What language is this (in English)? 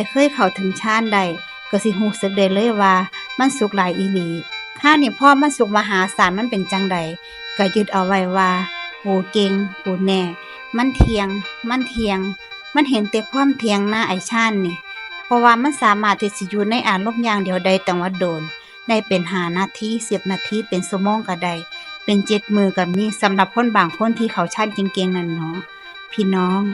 Northeastern Thai